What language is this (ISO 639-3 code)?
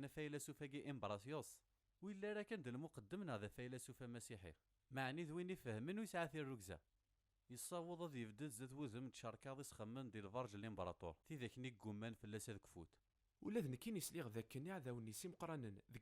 kab